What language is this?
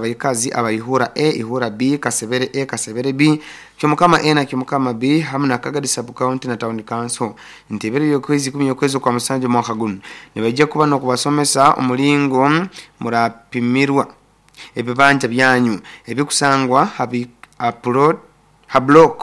Nyoro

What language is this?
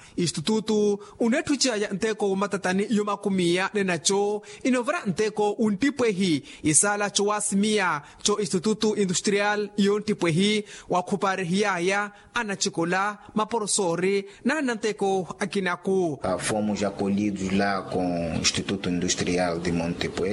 Makhuwa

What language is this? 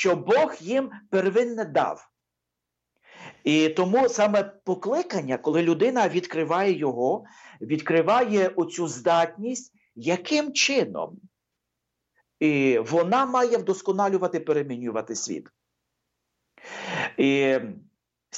Ukrainian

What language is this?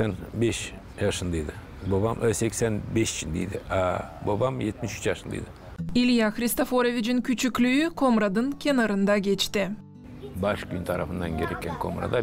Gagauz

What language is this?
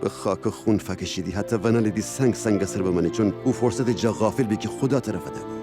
Gilaki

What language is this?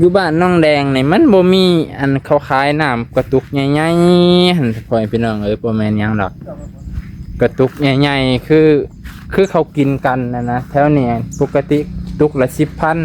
Lao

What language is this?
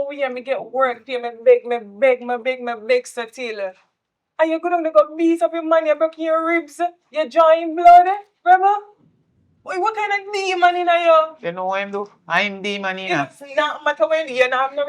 Jamaican Creole English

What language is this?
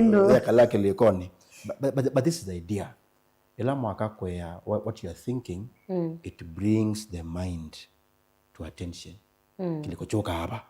Kamba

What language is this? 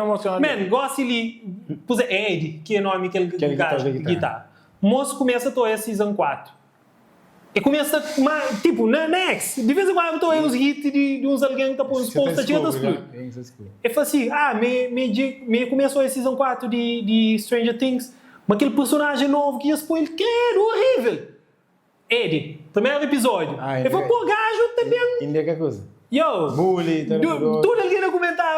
Kabuverdianu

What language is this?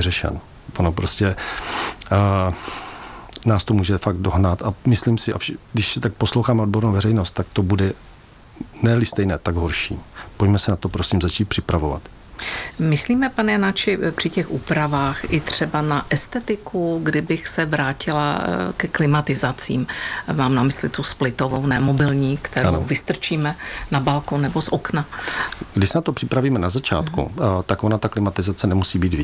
Czech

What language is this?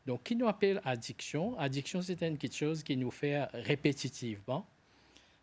Morisyen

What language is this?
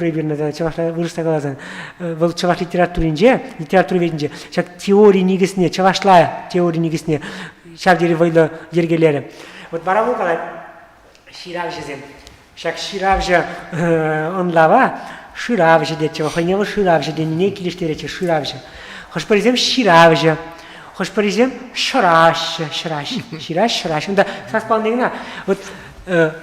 Chuvash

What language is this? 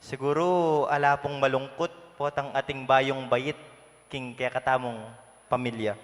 Pampanga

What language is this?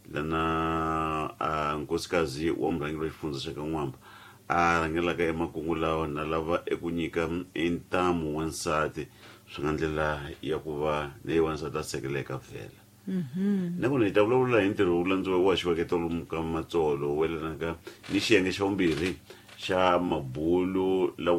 Tsonga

